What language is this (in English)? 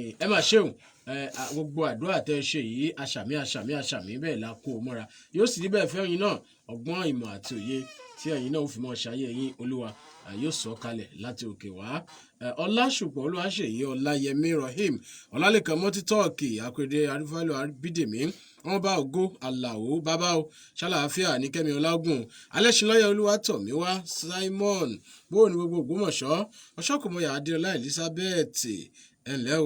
Yoruba